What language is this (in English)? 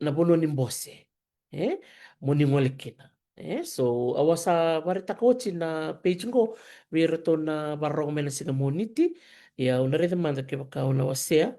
Fijian